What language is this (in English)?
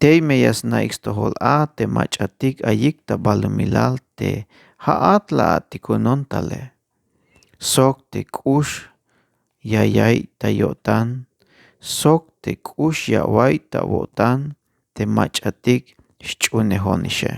Tzeltal